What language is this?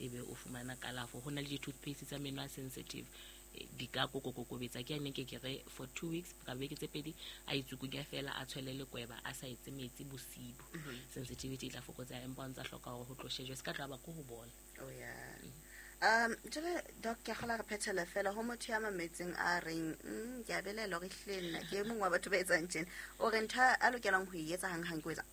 Southern Sotho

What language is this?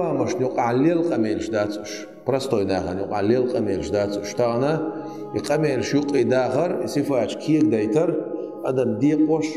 Chechen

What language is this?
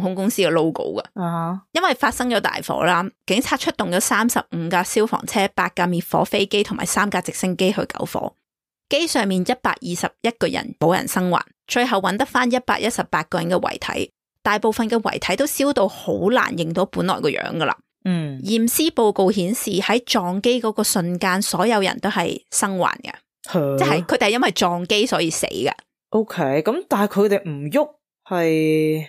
Cantonese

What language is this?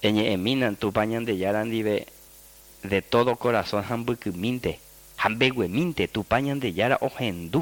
Guarani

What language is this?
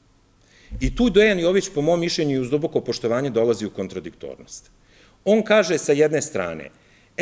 Serbian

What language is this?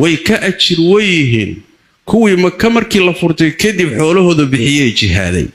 Somali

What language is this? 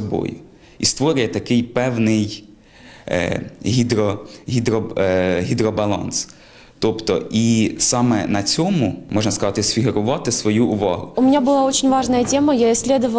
Russian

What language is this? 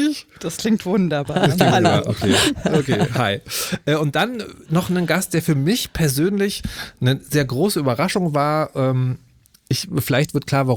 German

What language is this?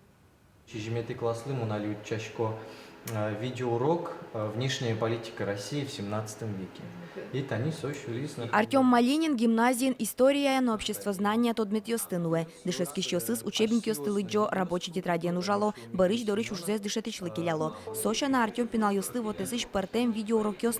Udmurt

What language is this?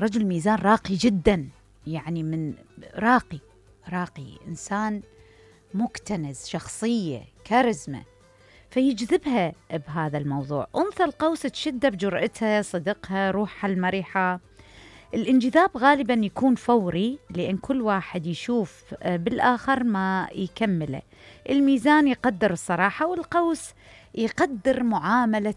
Mesopotamian Arabic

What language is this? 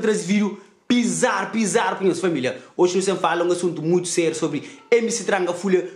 Kabuverdianu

